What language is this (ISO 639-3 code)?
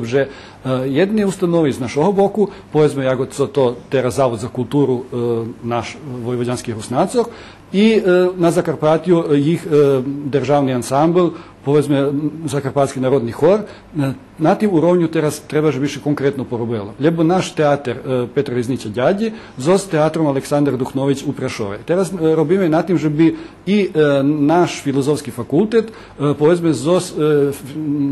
rue